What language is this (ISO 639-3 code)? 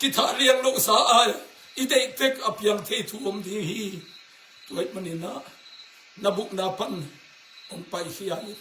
ctd